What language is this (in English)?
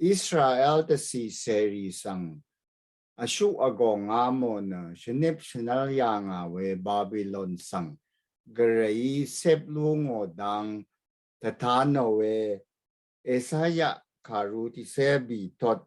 Rawang